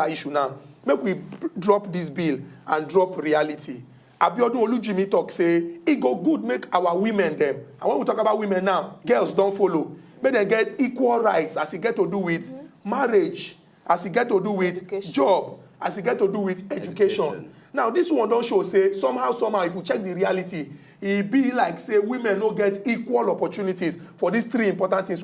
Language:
Nigerian Pidgin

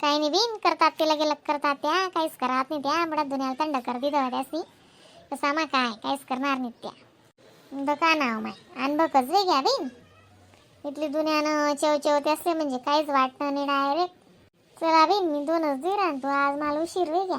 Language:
Khandesi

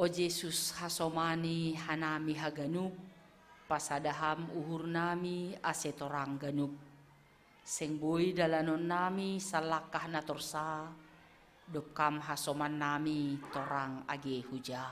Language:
Batak Simalungun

